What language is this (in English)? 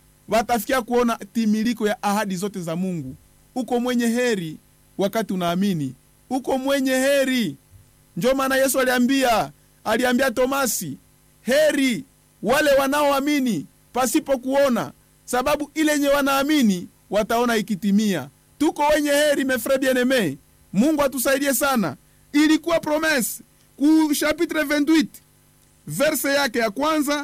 Swahili